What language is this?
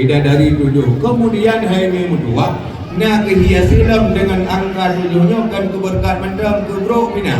Achinese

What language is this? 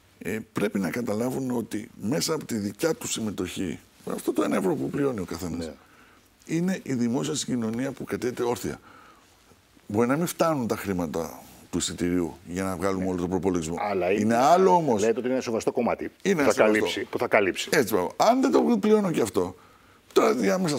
Greek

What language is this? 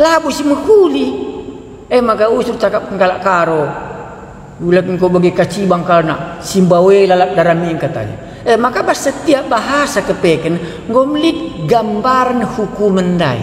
Batak Karo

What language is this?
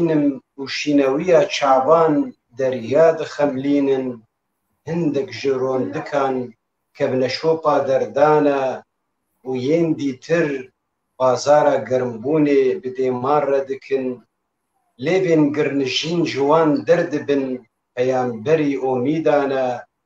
Kurdish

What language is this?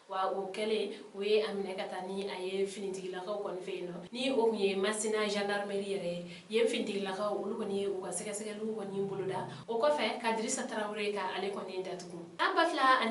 Bambara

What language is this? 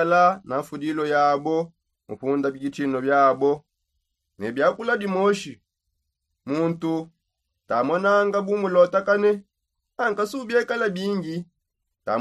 Songe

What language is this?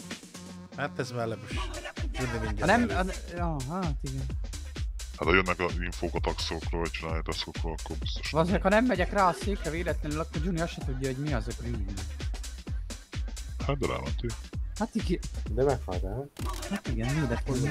Hungarian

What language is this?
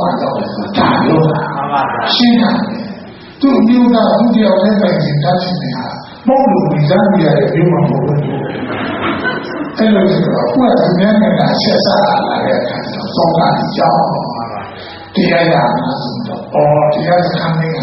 Burmese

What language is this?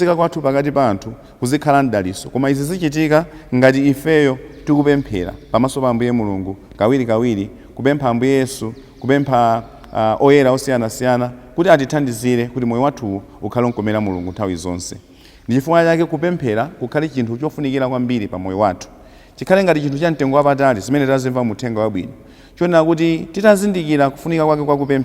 Nyanja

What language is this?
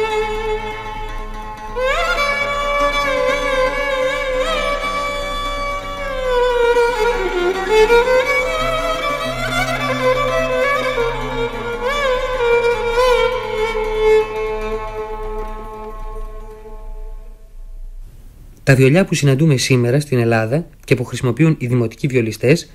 Greek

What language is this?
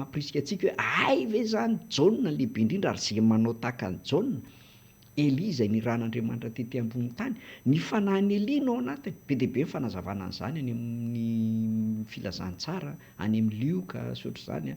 Malagasy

